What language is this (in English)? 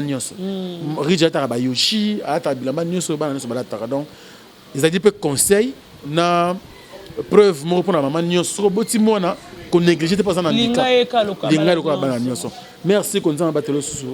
Lingala